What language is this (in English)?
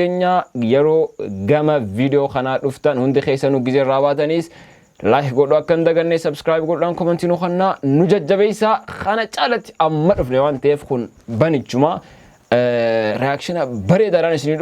Oromo